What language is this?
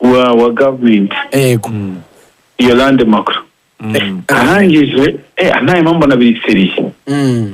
Kinyarwanda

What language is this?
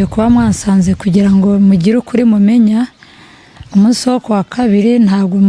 Kinyarwanda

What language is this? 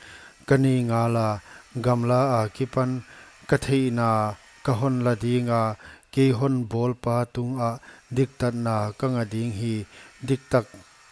Paite Chin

